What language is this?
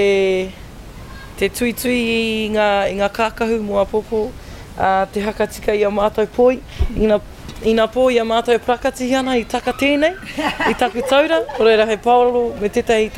Māori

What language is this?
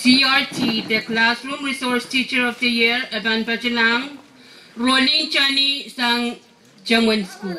Pohnpeian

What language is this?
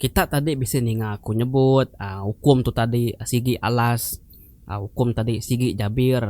Iban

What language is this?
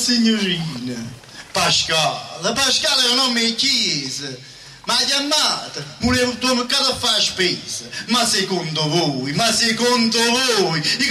Italian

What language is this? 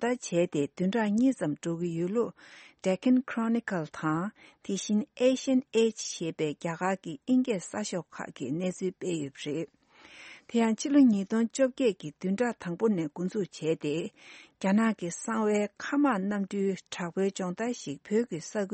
Tibetan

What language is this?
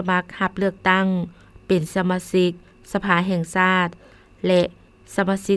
Lao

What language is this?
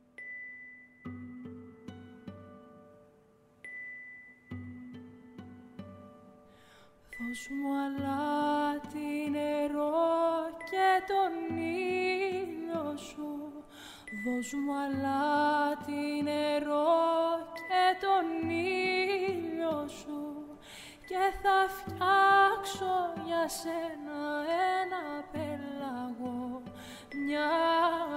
Greek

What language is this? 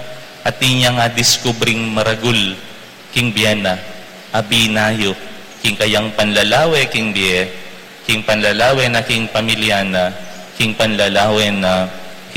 Pampanga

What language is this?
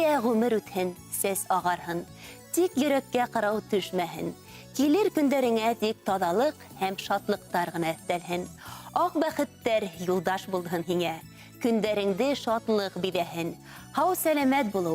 Bashkir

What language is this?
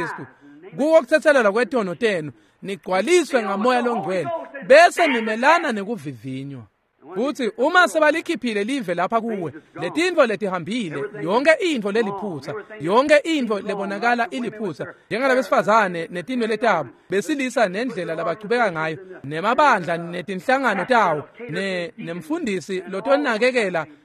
Swati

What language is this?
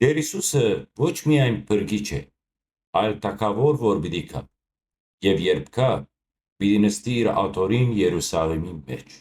Western Armenian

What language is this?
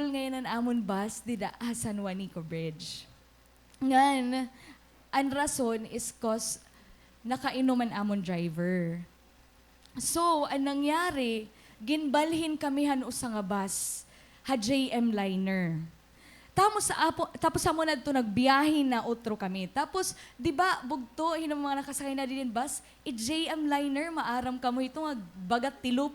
Waray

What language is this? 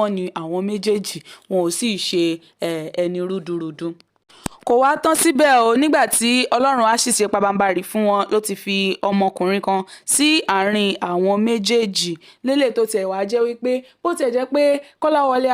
Yoruba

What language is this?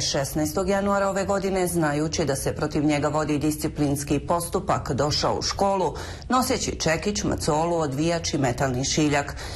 Bosnian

